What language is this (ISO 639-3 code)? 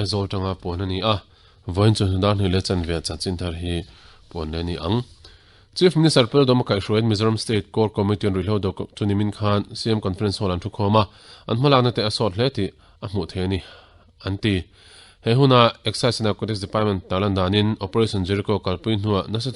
lus